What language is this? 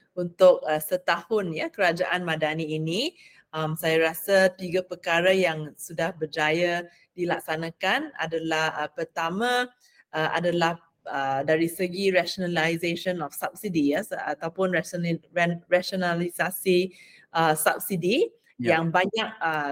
Malay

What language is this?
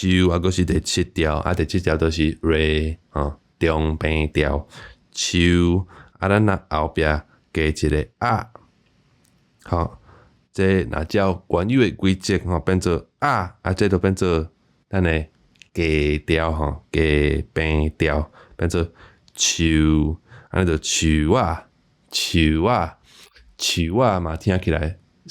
Min Nan Chinese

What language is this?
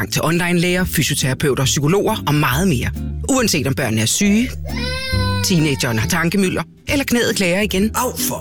Danish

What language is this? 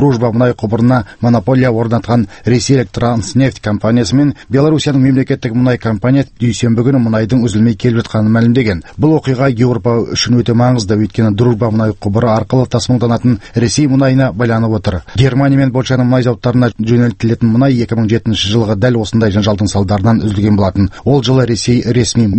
Kazakh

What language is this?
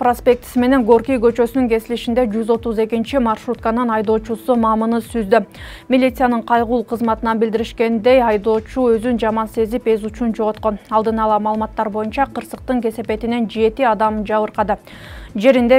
Kyrgyz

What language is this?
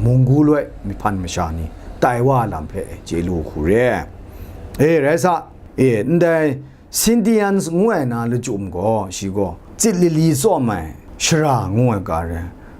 Kachin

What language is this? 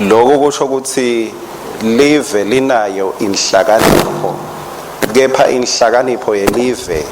Swati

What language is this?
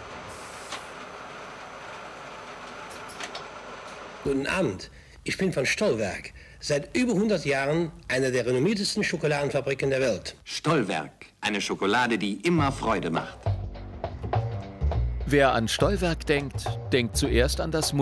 German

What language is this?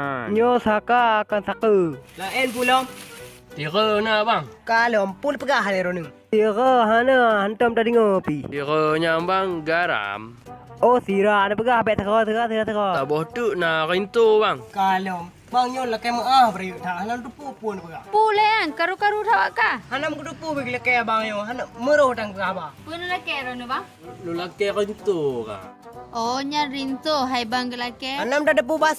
Achinese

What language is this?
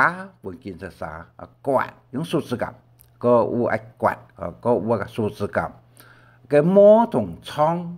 Hakka Chinese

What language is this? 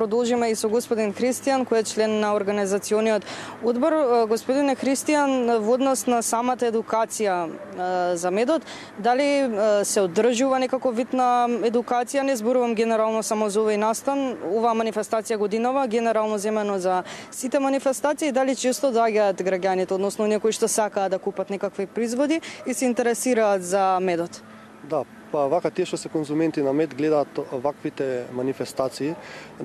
Macedonian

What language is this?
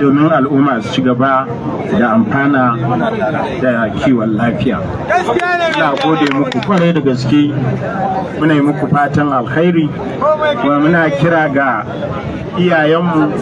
Hausa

